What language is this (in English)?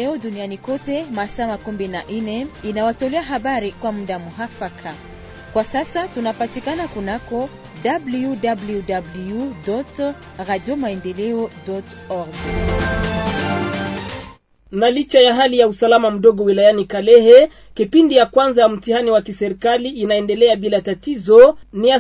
Swahili